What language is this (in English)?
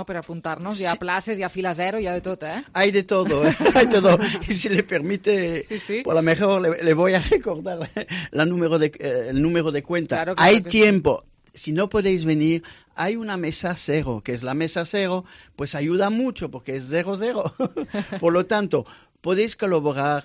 Catalan